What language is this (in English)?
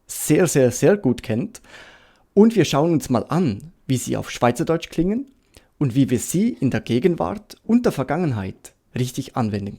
Swiss German